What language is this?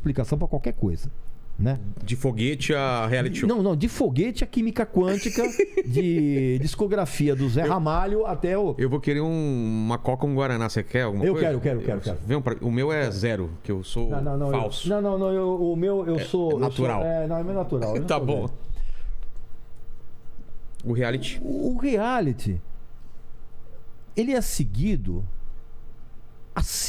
Portuguese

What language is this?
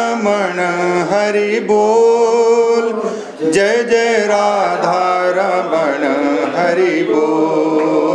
Sanskrit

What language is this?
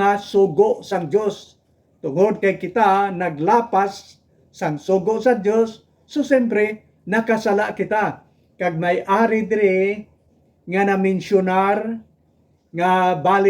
Hiligaynon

